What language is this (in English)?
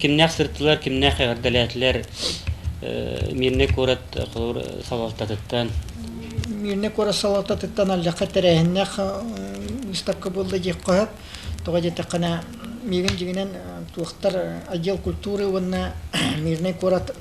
Yakut